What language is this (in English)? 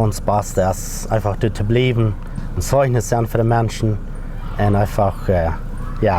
Plautdietsch